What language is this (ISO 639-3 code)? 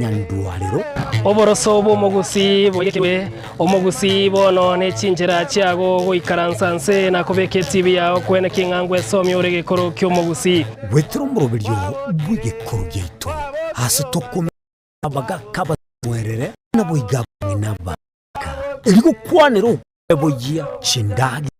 guz